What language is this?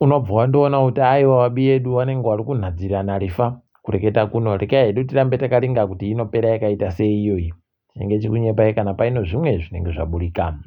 Ndau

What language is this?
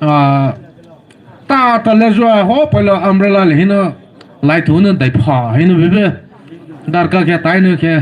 Poumei Naga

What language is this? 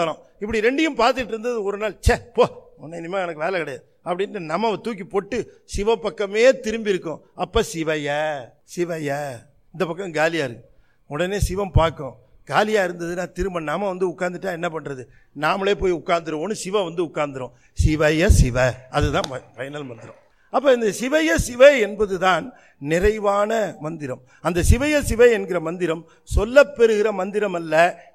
Tamil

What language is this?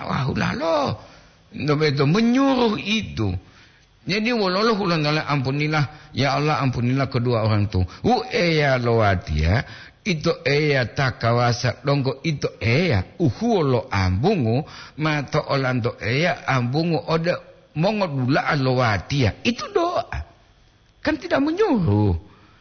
Gorontalo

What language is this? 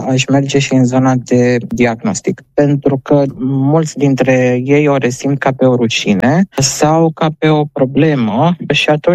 Romanian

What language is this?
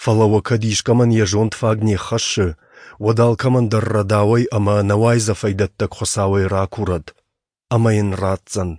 Ossetic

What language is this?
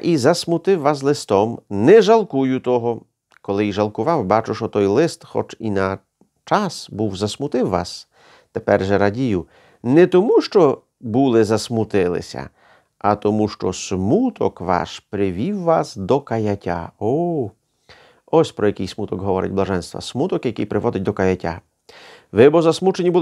Ukrainian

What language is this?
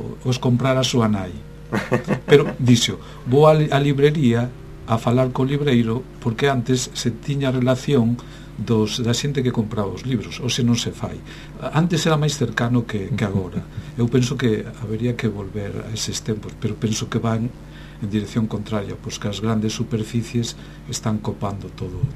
Galician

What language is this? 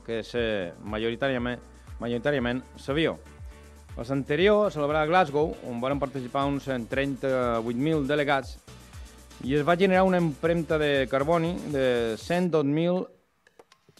Catalan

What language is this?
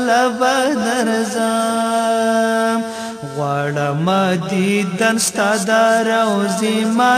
Persian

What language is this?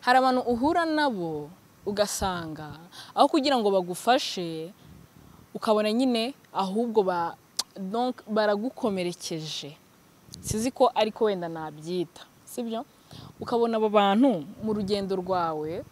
Kinyarwanda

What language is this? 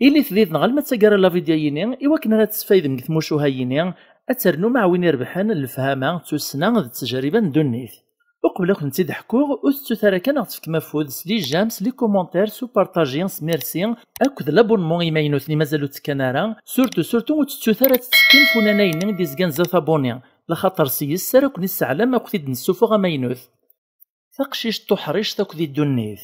Kabyle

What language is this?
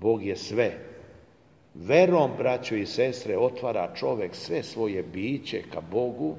Serbian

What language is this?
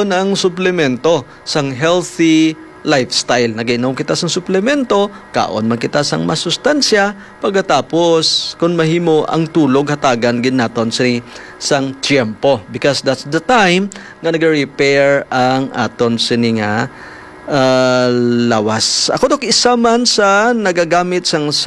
Hiligaynon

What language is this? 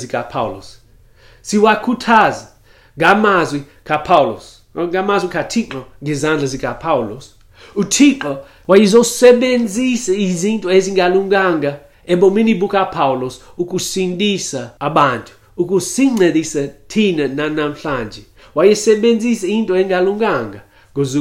Xhosa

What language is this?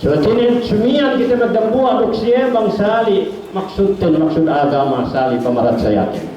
Yakan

